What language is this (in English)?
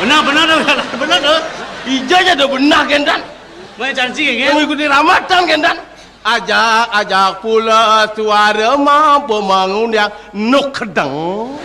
Balinese